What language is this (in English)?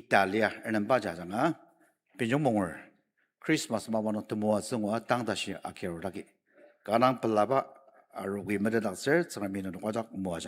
Ao Naga